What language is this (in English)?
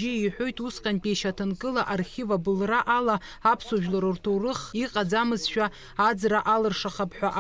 Abkhazian